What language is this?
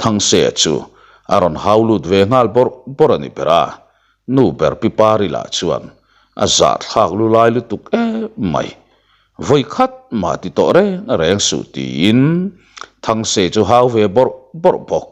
Mizo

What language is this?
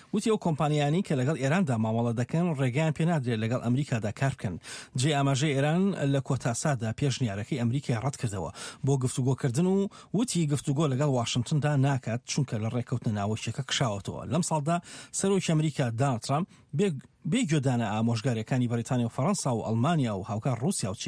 Central Kurdish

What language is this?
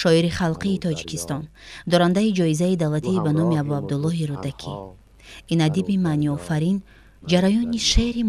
Tajik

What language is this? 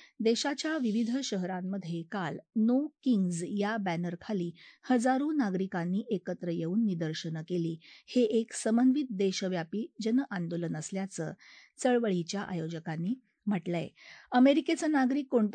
Marathi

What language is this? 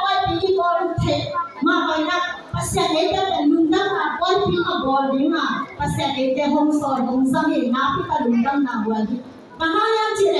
Tedim Chin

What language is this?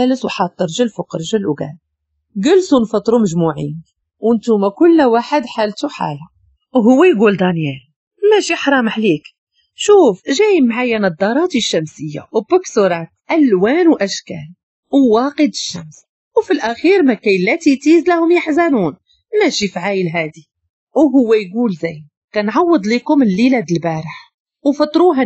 Moroccan Arabic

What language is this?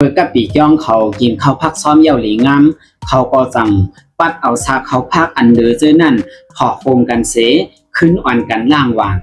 Shan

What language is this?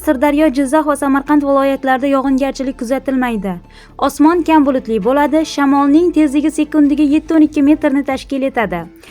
Uzbek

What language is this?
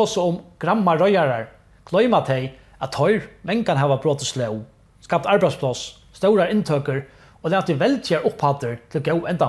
Faroese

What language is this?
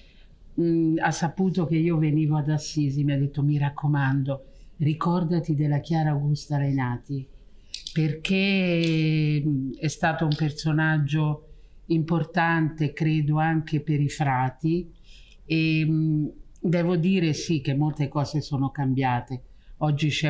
Italian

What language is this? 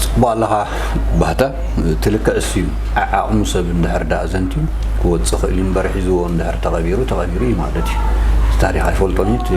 Tigrinya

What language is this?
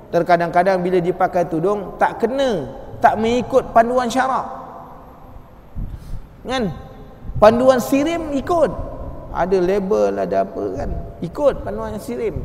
Malay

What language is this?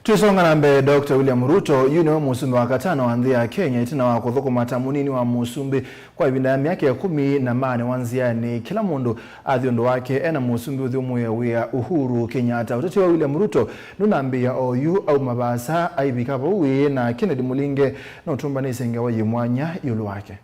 Kamba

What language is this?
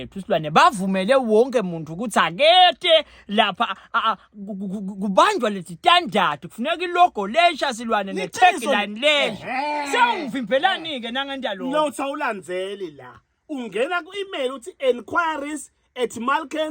Swati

